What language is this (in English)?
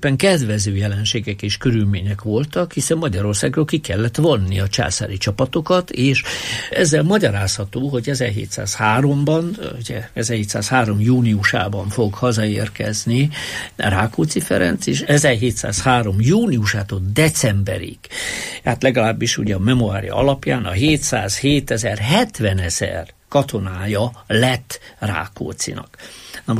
Hungarian